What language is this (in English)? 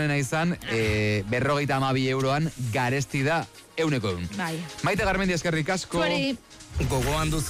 Basque